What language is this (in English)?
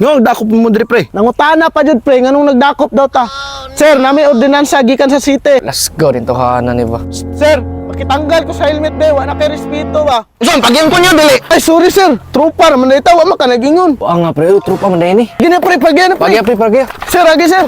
Cebuano